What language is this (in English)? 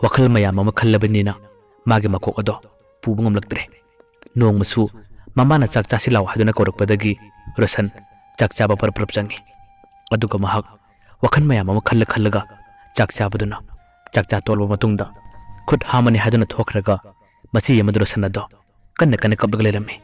Manipuri